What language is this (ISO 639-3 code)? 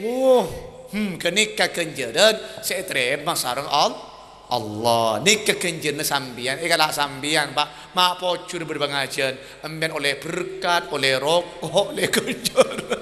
mad